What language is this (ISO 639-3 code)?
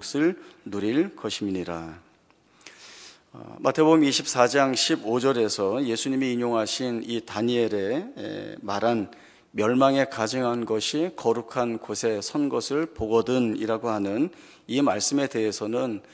kor